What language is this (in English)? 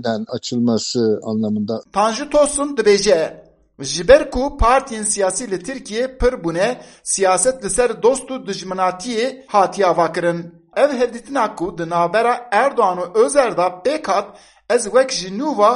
Kurdish